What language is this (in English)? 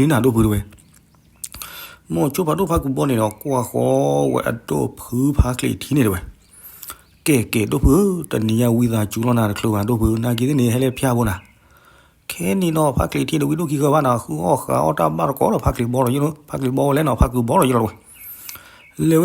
S'gaw Karen